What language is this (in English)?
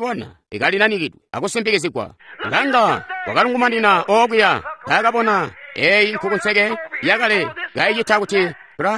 Tonga (Zambia)